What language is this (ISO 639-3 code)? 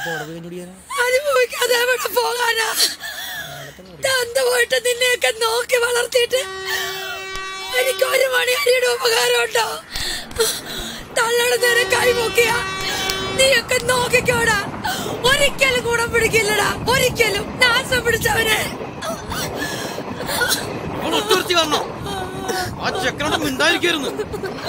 mal